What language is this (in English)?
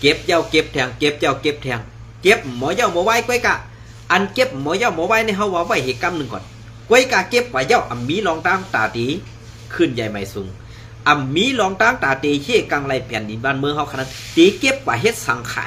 Shan